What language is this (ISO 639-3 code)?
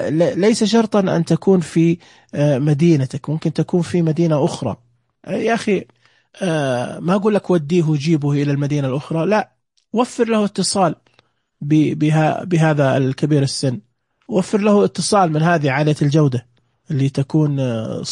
ars